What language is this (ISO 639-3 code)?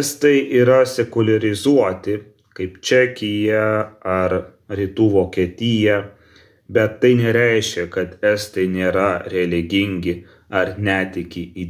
lit